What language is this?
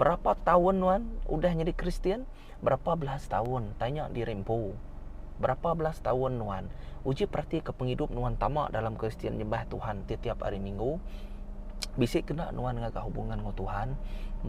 Iban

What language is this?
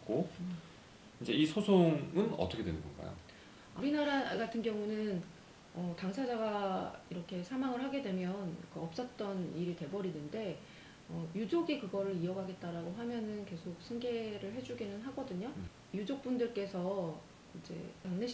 Korean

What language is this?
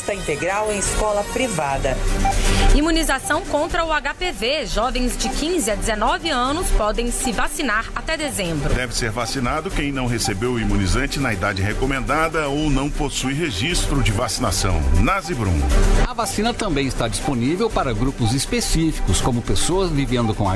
Portuguese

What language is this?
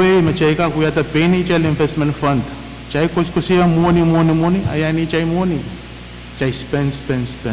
Pohnpeian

